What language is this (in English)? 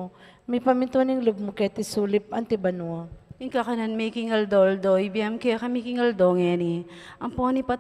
Pampanga